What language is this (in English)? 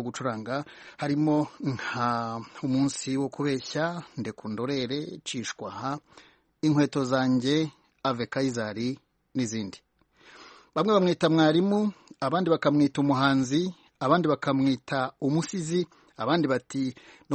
Kinyarwanda